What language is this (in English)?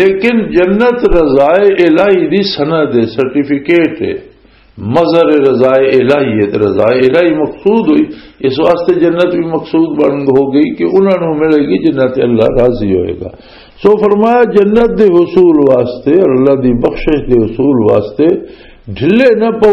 Western Panjabi